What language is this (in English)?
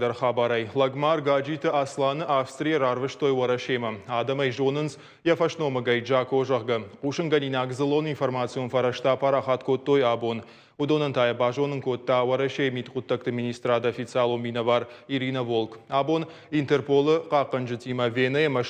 Ossetic